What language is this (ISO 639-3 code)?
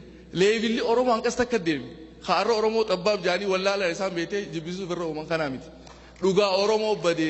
orm